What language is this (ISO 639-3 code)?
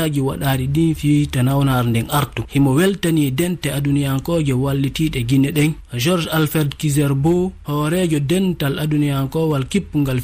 ful